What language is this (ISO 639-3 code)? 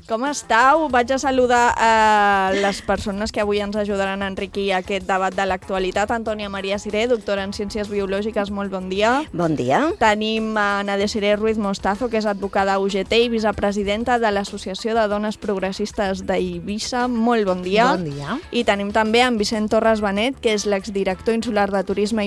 cat